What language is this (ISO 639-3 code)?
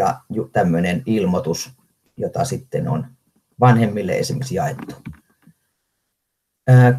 fin